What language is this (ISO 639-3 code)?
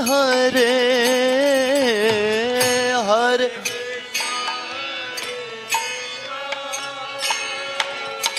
hin